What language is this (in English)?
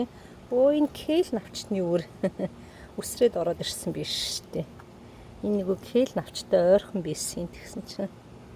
Mongolian